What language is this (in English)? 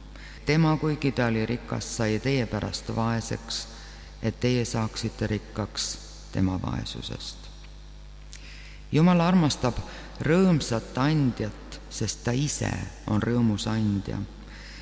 Estonian